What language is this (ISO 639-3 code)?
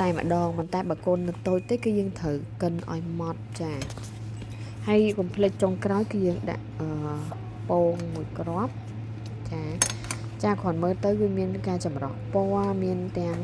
khm